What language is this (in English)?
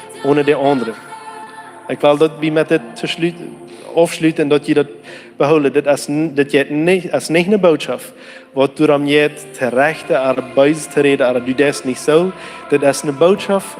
Plautdietsch